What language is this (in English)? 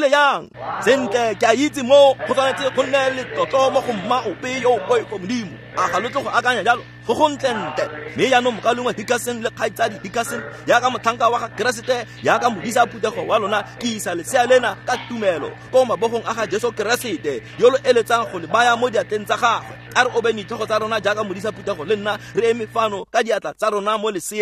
Tswana